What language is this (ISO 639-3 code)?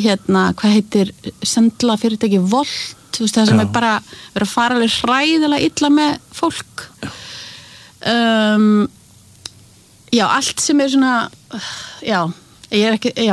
isl